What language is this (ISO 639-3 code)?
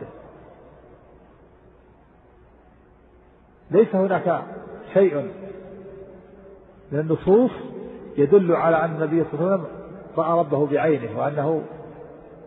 ara